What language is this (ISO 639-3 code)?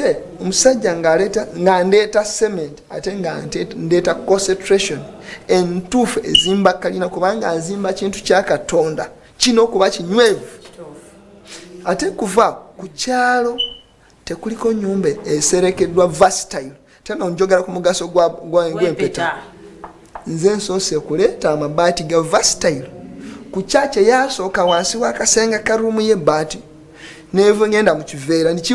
lug